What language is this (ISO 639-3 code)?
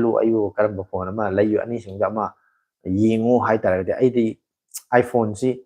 mni